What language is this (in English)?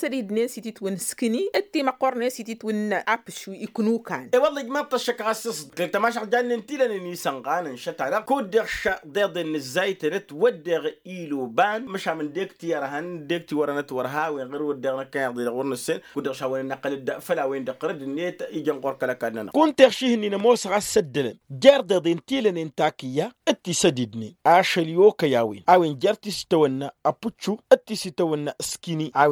Tamasheq